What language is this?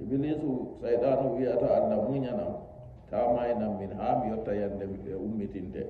Nigerian Fulfulde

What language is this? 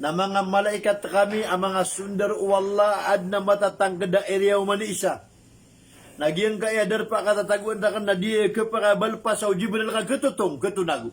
Maranao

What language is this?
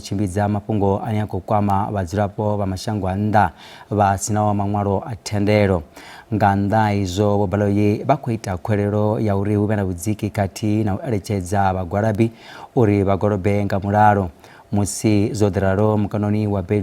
Venda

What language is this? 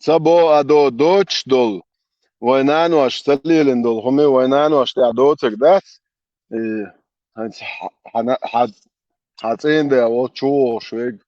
Chechen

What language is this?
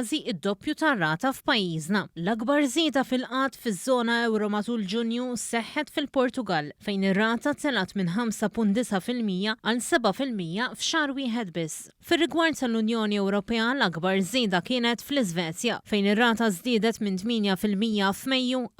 Maltese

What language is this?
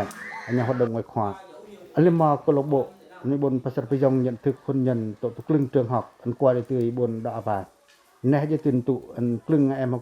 Pacoh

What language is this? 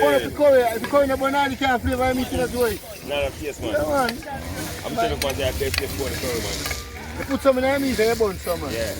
Jamaican Creole English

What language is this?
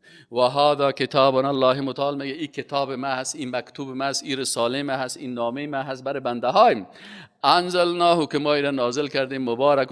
Persian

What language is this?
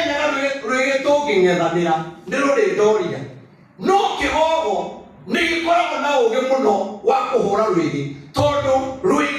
Kikuyu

